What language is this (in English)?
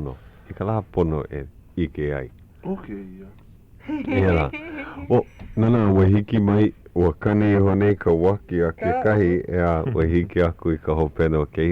Hawaiian